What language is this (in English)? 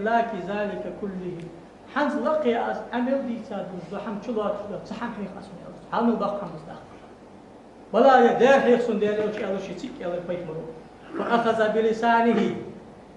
Ingush